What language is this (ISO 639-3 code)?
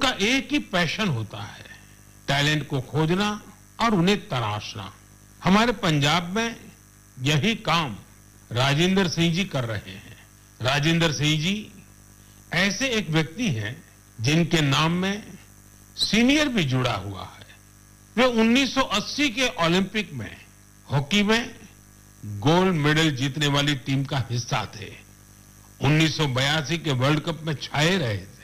hin